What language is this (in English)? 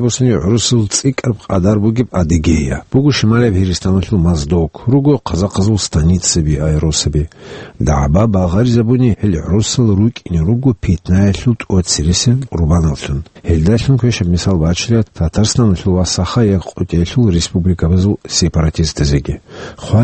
Avaric